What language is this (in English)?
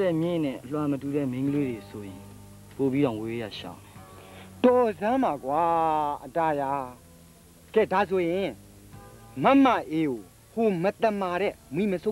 Burmese